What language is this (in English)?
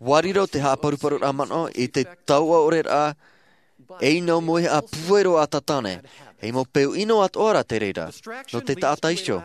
Tahitian